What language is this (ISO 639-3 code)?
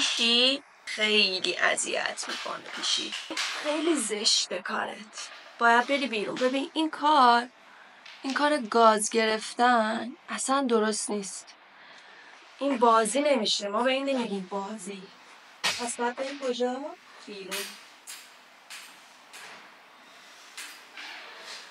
fas